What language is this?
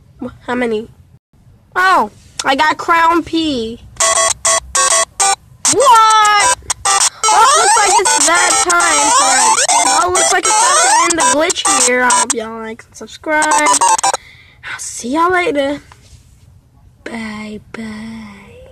English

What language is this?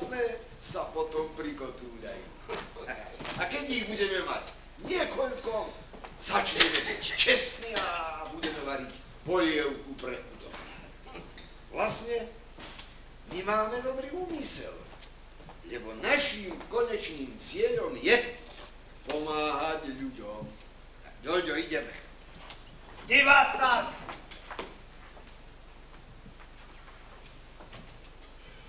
Slovak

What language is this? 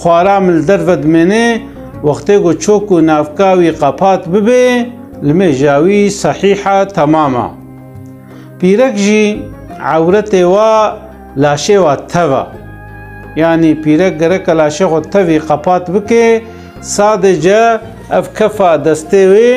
Kurdish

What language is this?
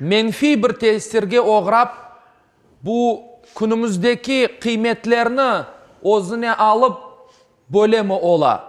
Crimean Tatar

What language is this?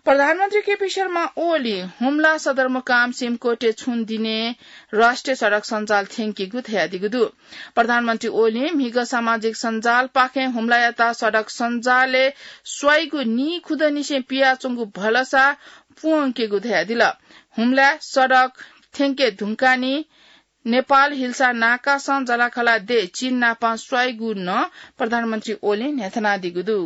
Newari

